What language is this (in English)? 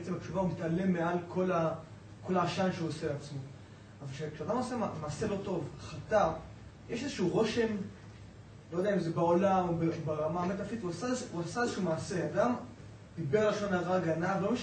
Hebrew